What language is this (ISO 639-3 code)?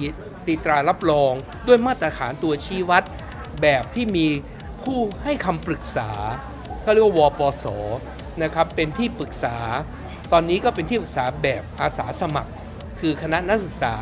tha